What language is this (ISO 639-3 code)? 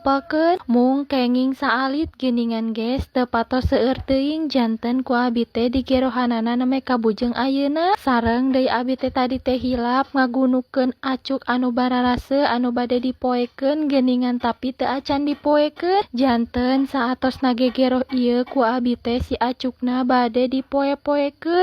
sun